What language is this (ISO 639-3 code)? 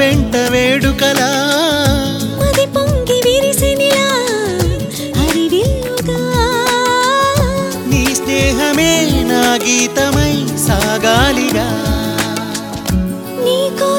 tel